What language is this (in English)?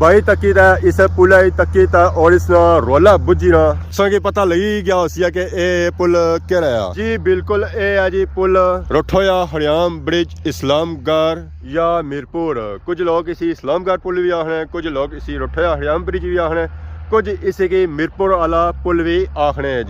Pahari-Potwari